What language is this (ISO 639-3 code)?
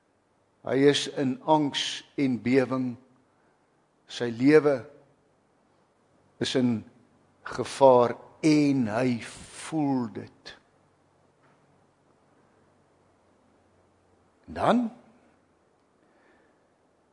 afr